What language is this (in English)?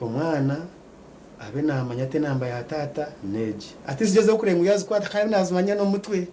Nyankole